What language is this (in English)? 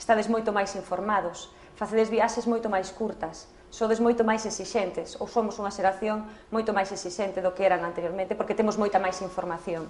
Galician